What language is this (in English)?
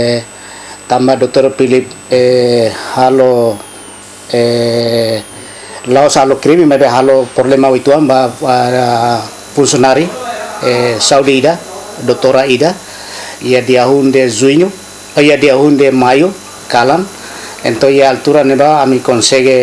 Tetum